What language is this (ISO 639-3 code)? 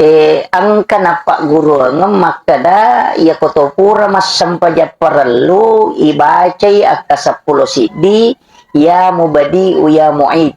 bug